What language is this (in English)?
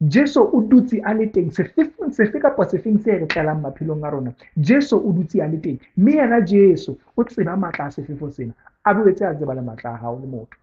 Southern Sotho